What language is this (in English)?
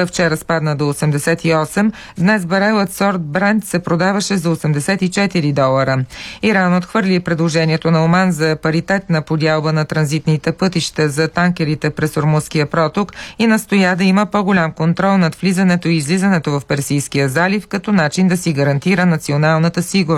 Bulgarian